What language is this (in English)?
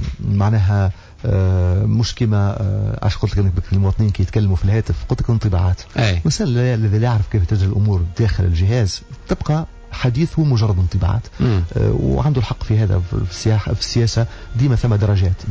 Tunisian Arabic